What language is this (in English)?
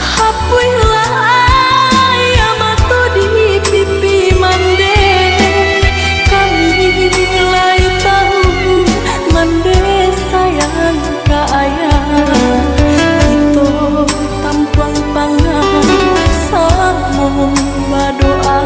Minangkabau